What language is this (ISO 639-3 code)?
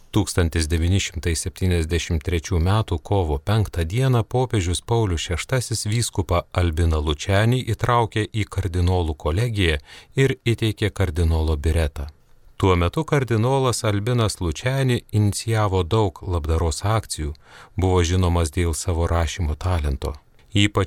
lit